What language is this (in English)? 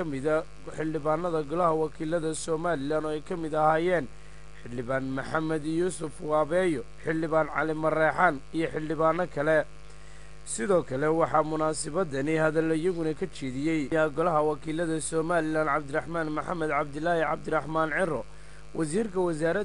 Somali